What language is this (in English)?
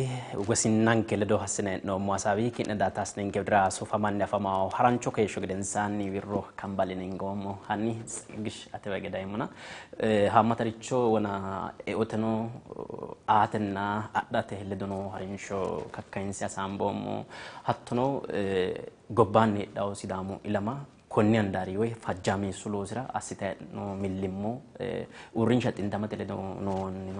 Sidamo